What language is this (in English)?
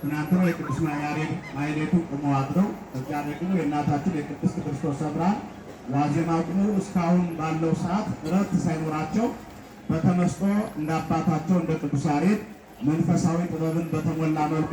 Amharic